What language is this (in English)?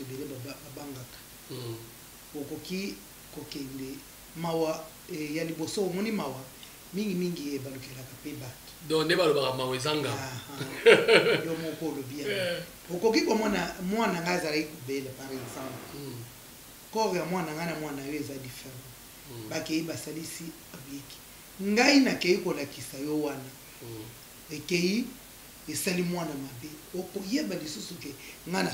Lingala